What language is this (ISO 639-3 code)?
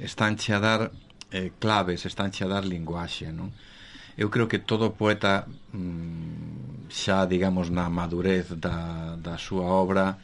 glg